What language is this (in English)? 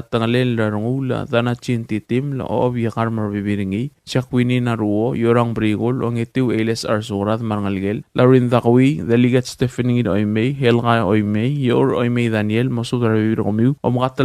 Palauan